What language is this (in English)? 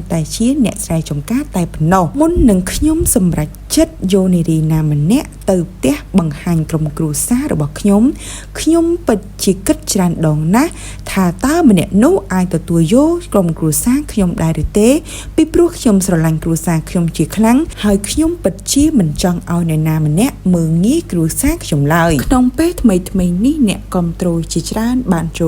Khmer